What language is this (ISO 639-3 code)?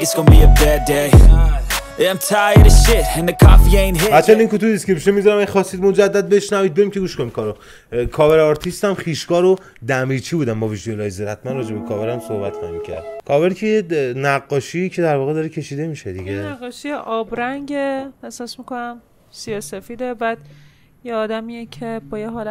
fas